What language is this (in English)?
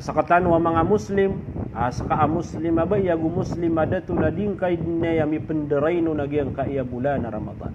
Maranao